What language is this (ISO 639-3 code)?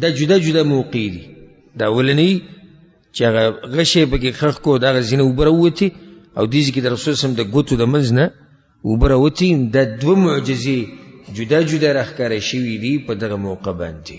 pus